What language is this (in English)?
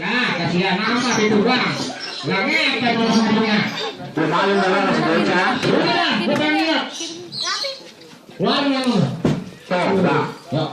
Betawi